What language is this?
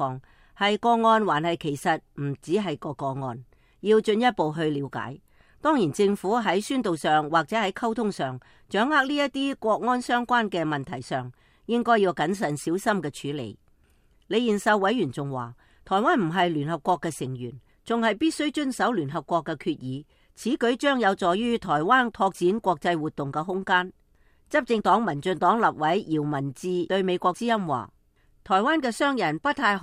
Cantonese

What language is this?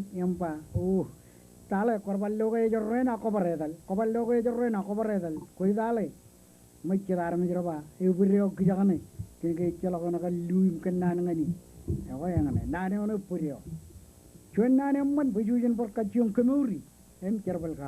Marshallese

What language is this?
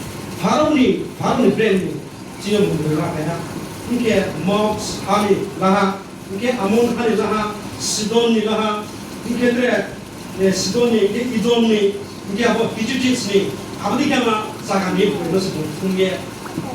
Riang (India)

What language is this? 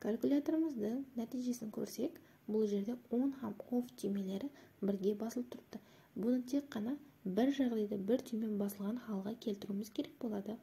Kara-Kalpak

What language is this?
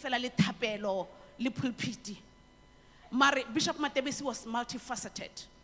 Tswana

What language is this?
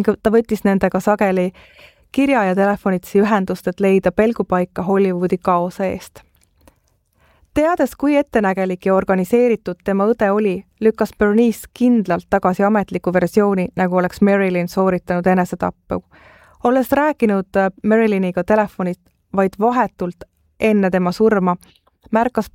Estonian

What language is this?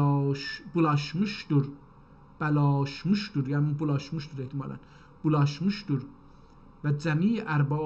South Azerbaijani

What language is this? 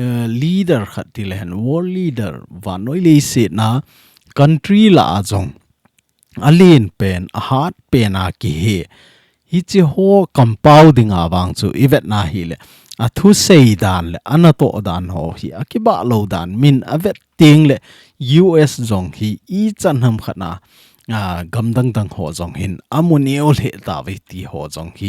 Thado Chin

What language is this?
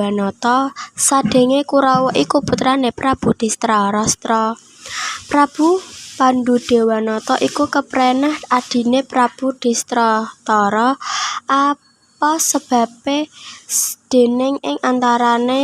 Javanese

